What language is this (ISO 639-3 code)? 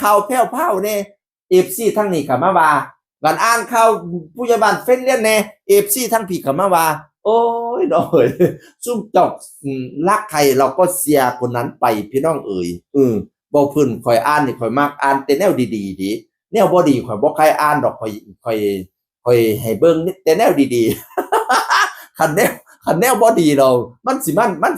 tts